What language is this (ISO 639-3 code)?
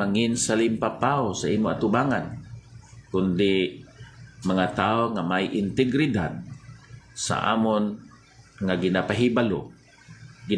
hil